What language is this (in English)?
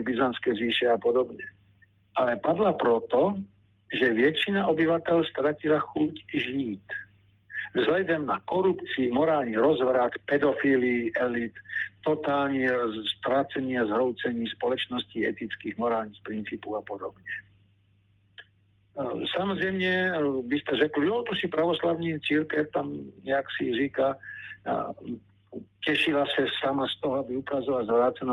Czech